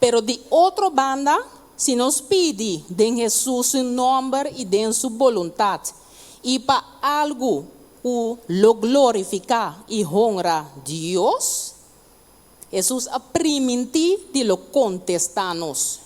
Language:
Papiamento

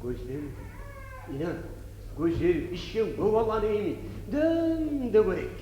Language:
Kumyk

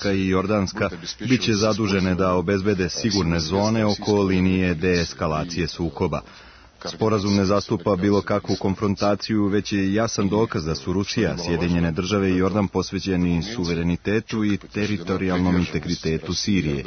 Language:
Serbian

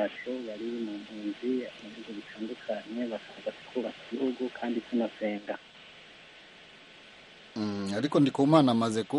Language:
Kinyarwanda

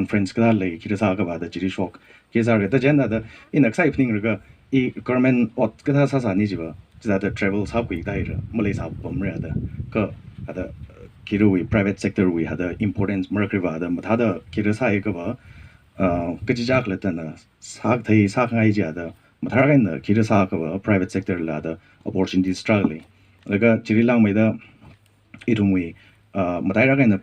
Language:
Tangkhul Naga (India)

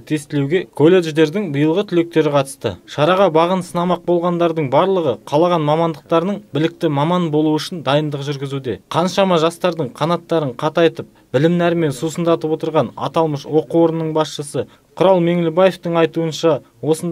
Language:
Kazakh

